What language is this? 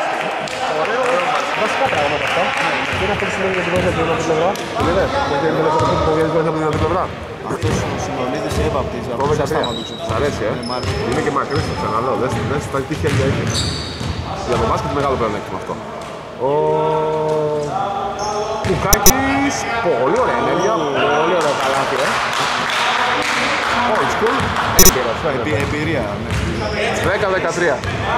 Greek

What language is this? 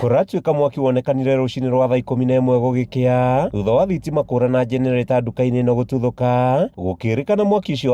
Kikuyu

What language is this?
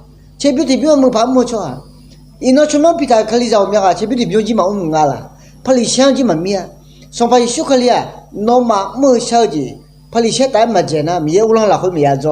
Akha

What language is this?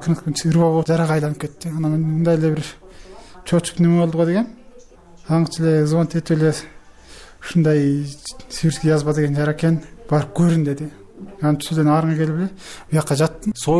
Kyrgyz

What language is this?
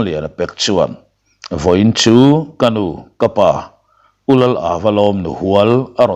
Mizo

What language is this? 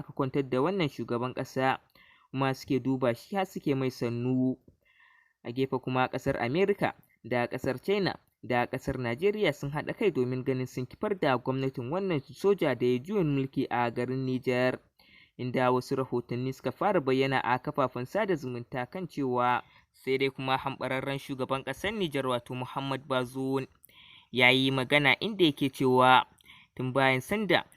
Hausa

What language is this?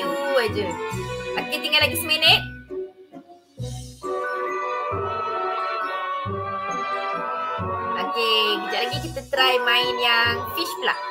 Malay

